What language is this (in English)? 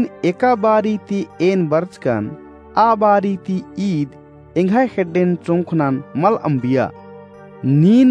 Kurukh